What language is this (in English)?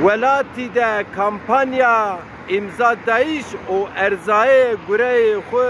Zaza